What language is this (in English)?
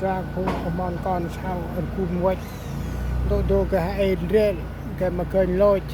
Central Mnong